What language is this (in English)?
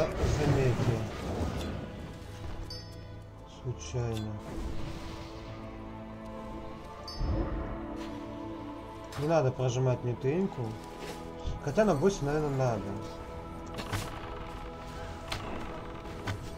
Russian